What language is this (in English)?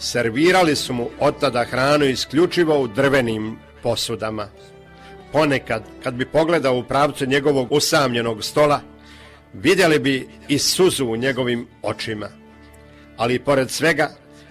Croatian